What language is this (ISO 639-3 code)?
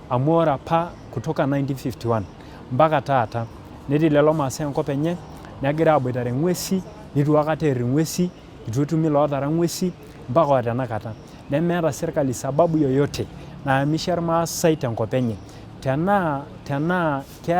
mas